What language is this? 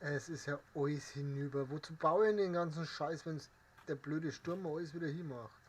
Bavarian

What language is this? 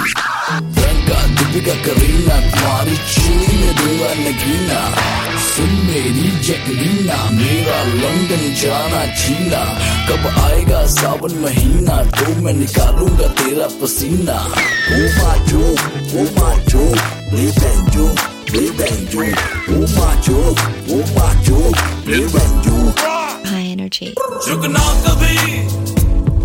Hindi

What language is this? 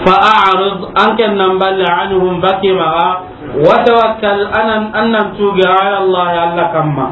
Soninke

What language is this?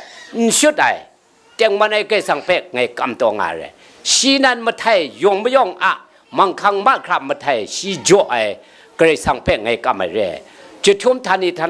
Kachin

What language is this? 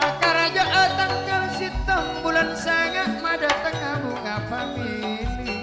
Madurese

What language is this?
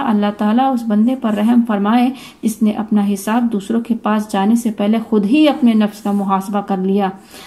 Urdu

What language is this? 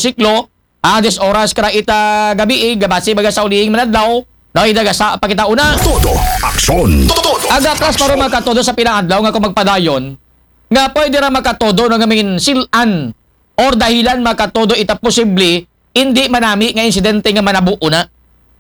Aklanon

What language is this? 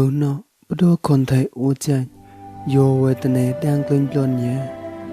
Mon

